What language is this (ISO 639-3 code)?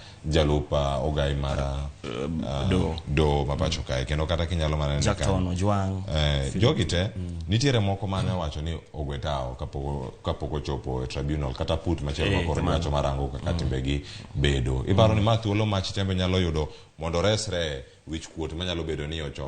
luo